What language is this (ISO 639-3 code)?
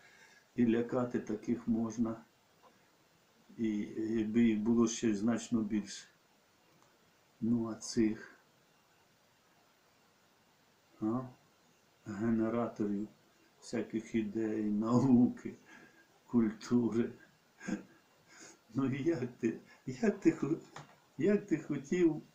ukr